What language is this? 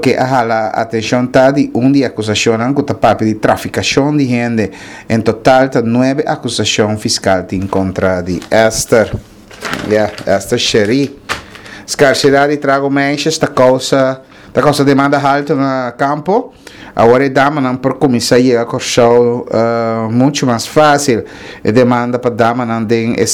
Papiamento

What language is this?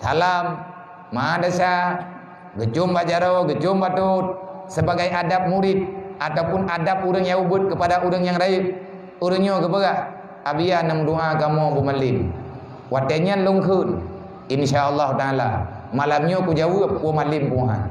Achinese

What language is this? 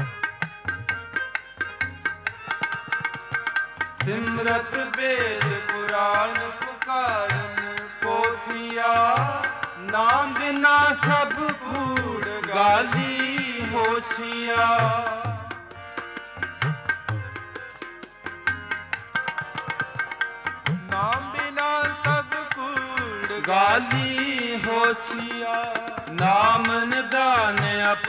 Punjabi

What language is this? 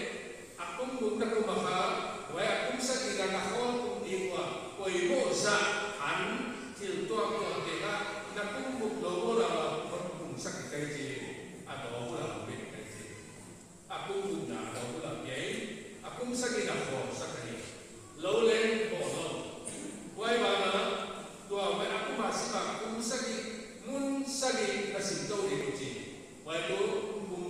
Paite Chin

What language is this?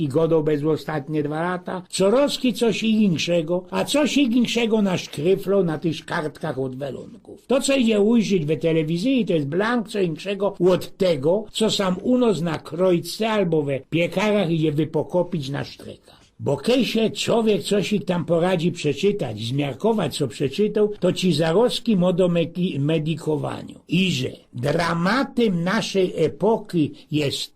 Silesian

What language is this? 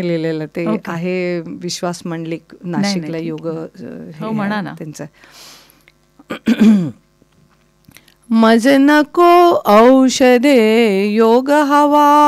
Marathi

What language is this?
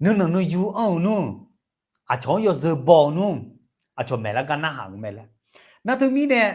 Akha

